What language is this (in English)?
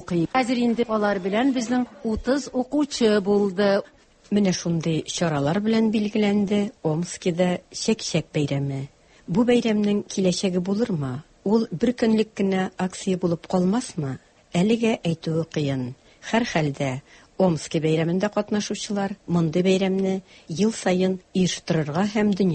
Tatar